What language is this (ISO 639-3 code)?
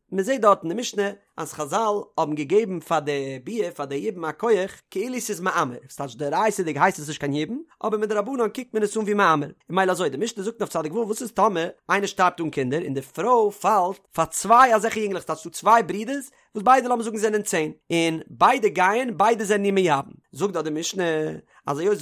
yid